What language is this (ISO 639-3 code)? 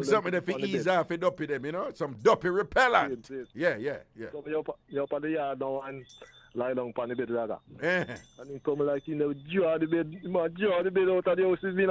jam